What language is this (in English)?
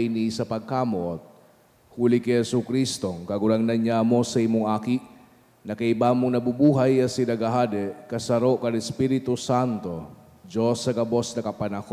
Bikol